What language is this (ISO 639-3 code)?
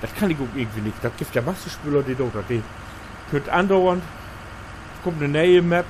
nds